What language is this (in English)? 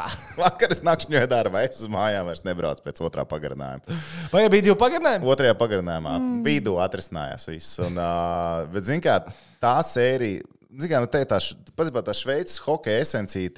Latvian